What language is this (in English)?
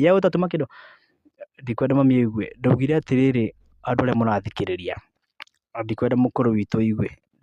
Kikuyu